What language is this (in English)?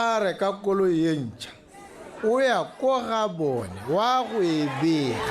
Tswana